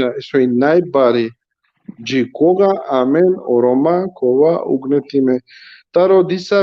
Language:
Balkan Romani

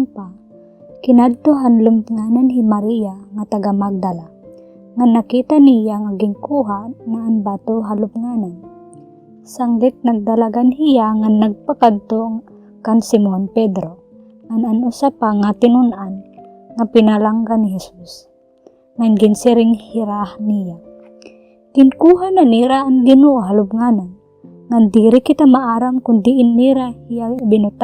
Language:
Waray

